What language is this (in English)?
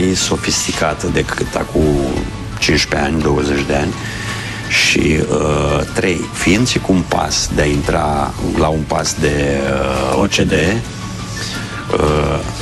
Romanian